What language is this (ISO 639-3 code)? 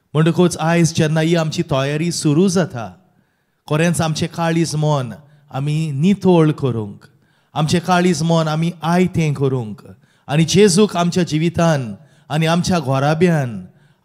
kok